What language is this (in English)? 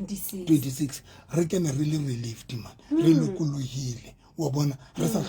Southern Sotho